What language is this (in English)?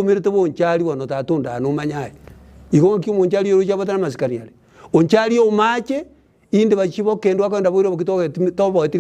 Gusii